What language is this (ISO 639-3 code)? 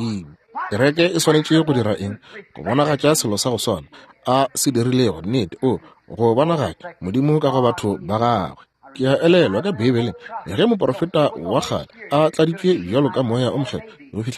nso